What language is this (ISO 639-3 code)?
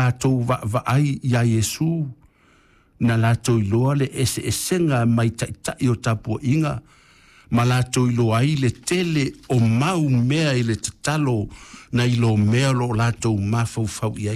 smo